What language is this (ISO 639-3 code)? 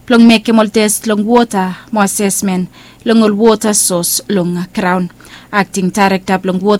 bis